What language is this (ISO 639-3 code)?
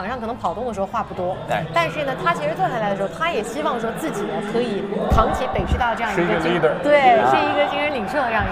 zho